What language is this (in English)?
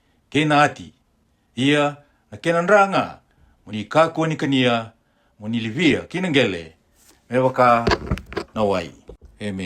Fijian